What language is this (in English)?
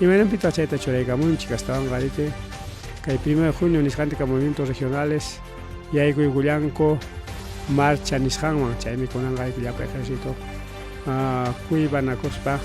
Ayacucho Quechua